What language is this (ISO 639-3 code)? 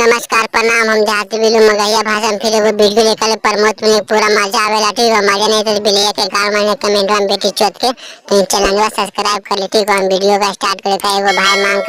mag